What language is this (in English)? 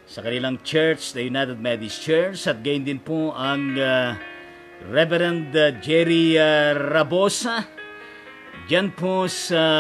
Filipino